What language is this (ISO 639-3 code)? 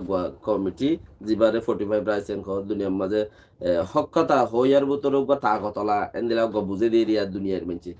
rhg